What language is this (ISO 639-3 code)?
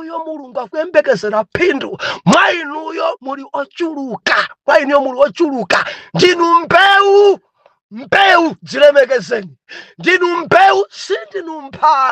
nya